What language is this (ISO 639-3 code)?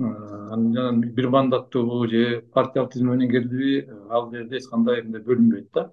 kir